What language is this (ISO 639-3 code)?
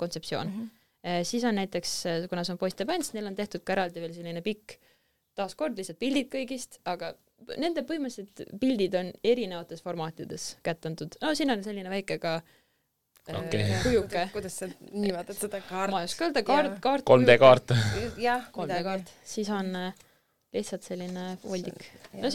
est